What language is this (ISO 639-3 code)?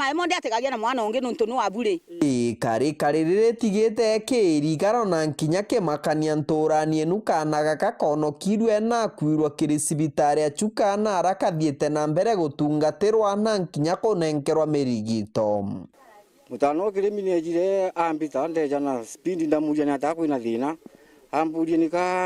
mer